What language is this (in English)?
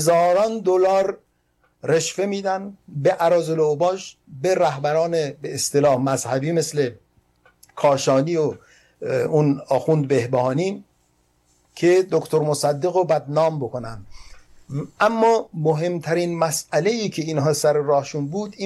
Persian